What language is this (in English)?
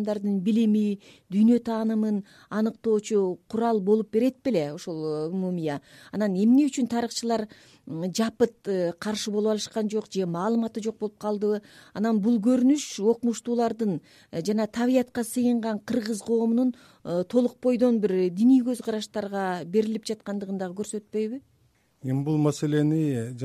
Kyrgyz